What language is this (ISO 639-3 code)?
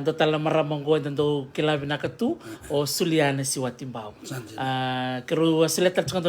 fij